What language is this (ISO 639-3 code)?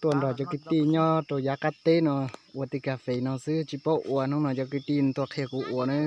hmn